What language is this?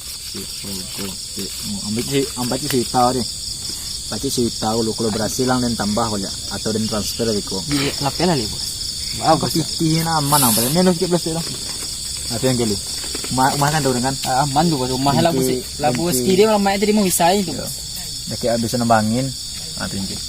Minangkabau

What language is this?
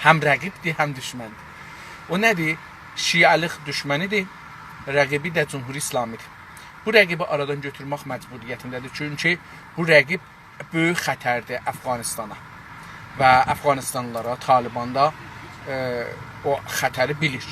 South Azerbaijani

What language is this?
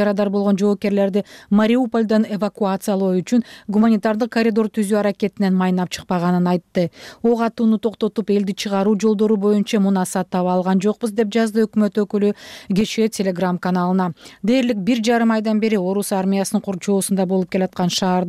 Kyrgyz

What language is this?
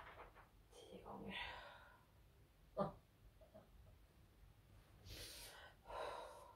Swedish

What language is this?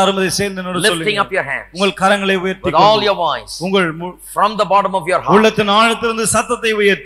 Tamil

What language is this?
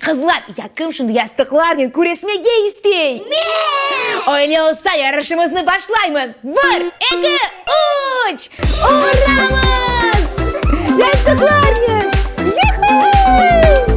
Crimean Tatar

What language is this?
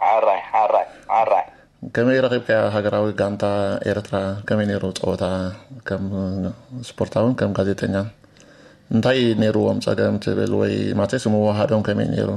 Tigrinya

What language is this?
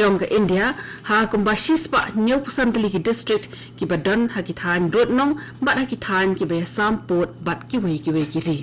Khasi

